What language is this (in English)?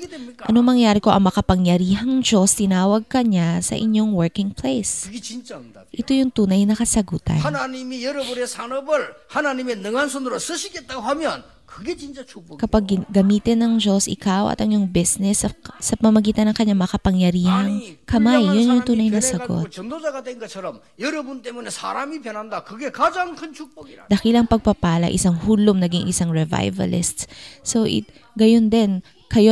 Filipino